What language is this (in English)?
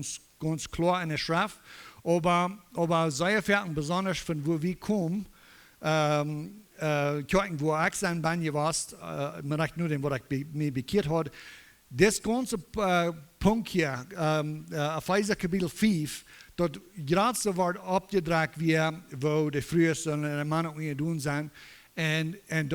Plautdietsch